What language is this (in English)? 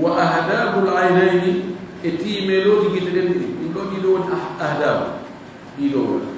Fula